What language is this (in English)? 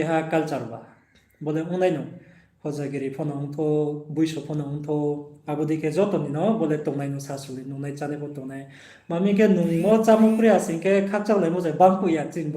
Riang (India)